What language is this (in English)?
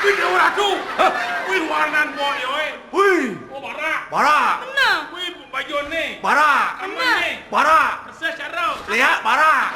Balinese